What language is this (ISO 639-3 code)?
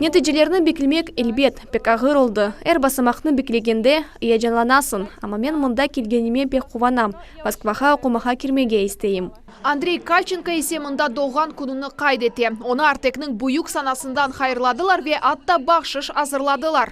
crh